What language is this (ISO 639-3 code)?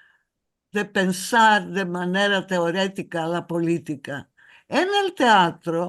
lad